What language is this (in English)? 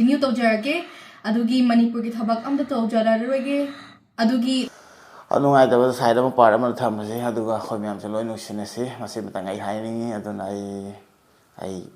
Manipuri